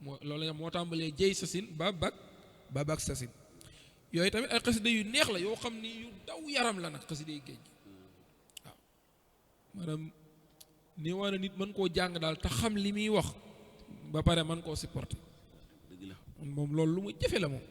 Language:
Wolof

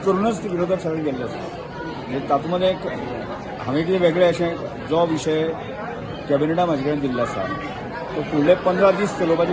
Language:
Konkani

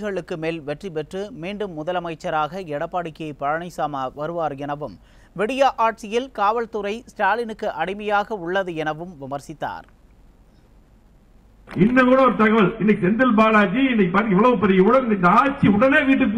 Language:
Tamil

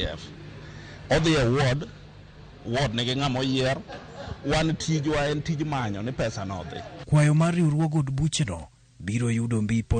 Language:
Luo (Kenya and Tanzania)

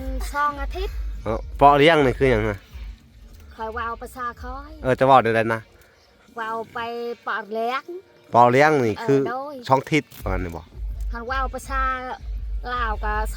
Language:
Lao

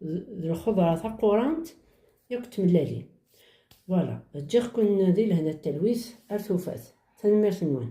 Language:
Kabyle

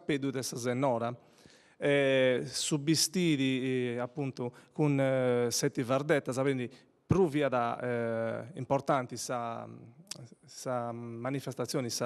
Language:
Sardinian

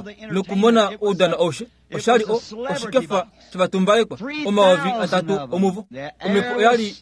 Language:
Kuanyama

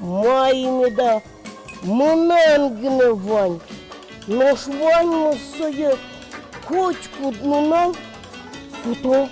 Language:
Udmurt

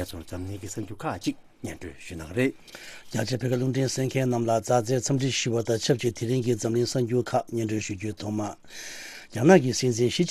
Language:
Tibetan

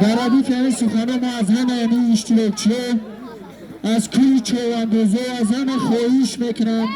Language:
Tajik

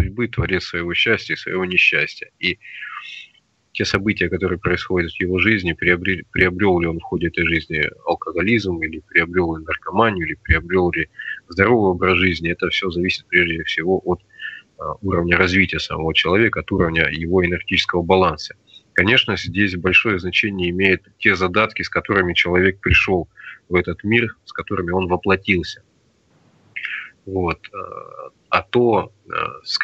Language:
Russian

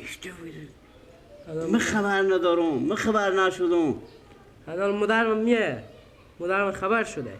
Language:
Persian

